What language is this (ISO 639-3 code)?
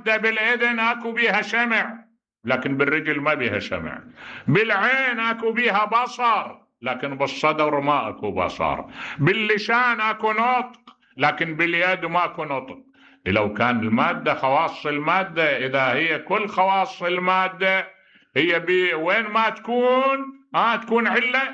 acm